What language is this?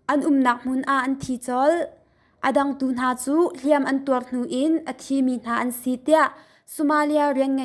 Hakha Chin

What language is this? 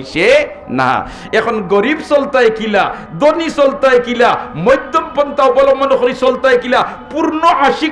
Sylheti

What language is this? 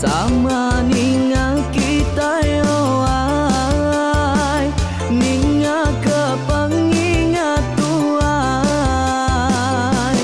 Iban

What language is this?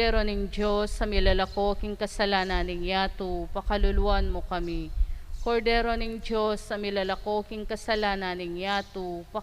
Pampanga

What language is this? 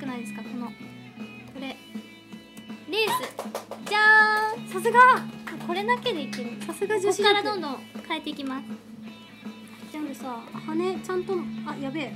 Japanese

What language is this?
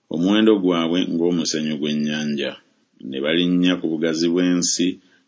Ganda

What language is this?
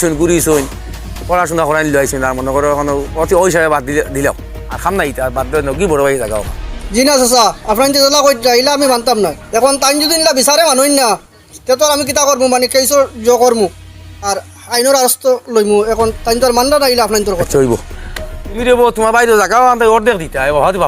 Sylheti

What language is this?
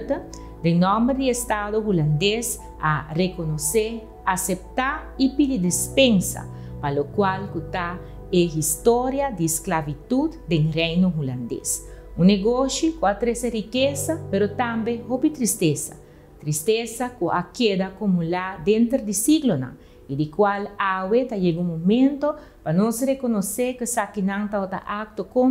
Papiamento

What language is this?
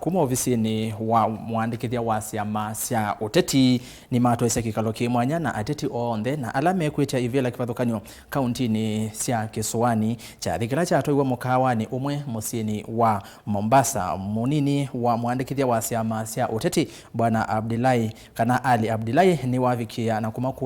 Kamba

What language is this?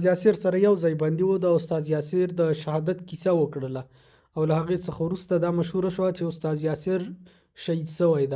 Pashto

